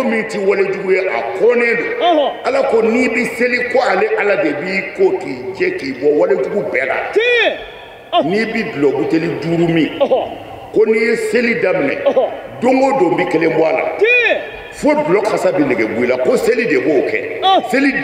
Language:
Bambara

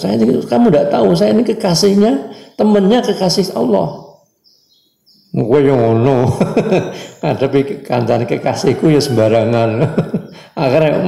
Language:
Indonesian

